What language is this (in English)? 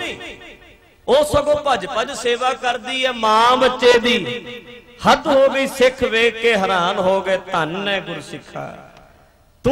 Punjabi